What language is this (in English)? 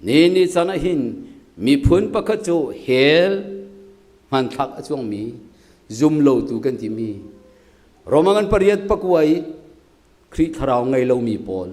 Hakha Chin